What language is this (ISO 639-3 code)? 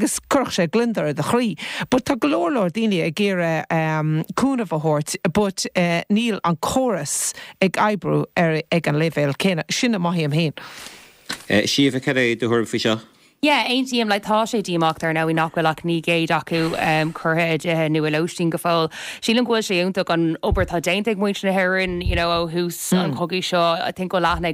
gle